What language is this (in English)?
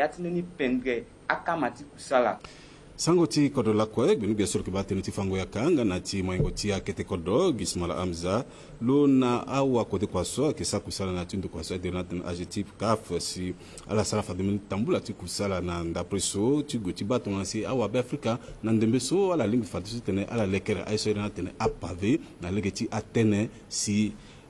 Sango